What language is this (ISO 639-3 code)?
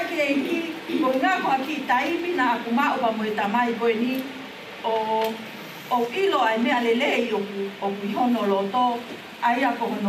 ton